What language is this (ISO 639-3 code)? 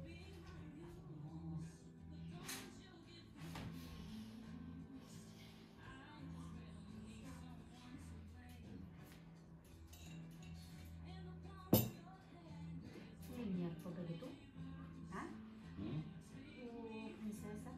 nor